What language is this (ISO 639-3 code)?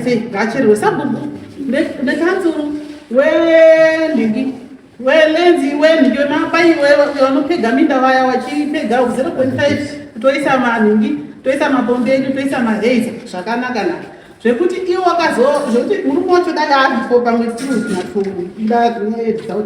sna